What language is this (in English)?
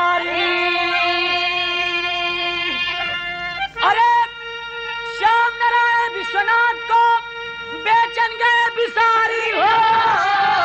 Bhojpuri